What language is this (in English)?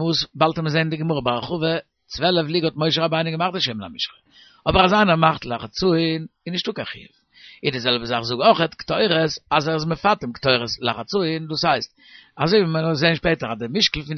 Yiddish